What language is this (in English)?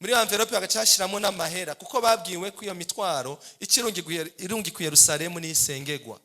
Rundi